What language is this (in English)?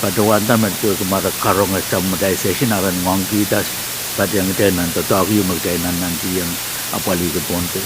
Pohnpeian